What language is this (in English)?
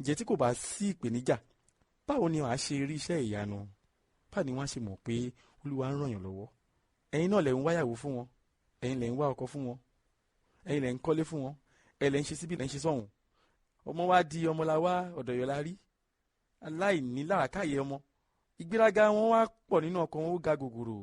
Yoruba